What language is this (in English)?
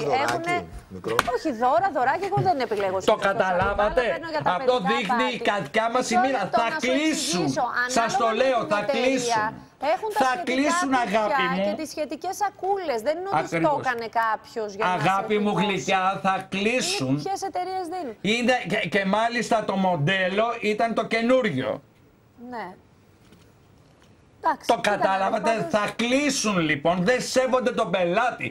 Greek